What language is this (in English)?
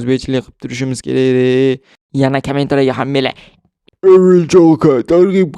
Uzbek